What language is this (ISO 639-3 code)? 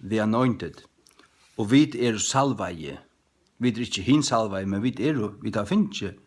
fao